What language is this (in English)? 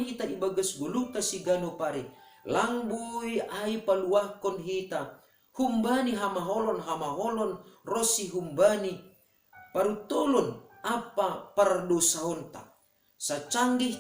Batak Simalungun